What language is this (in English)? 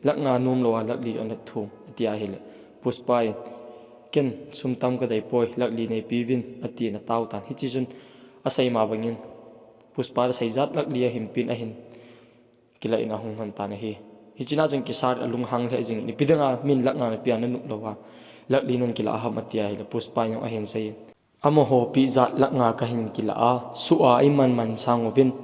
Thado Chin